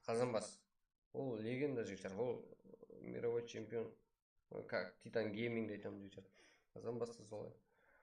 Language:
Kara-Kalpak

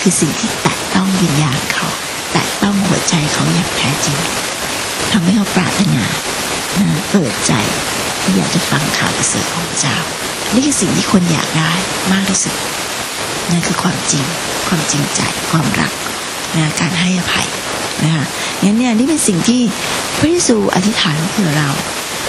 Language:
Thai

